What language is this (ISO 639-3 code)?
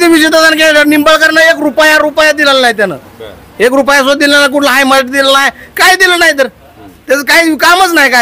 mar